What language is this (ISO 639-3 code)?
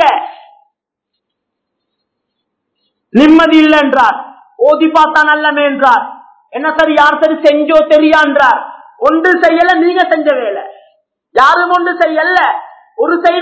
tam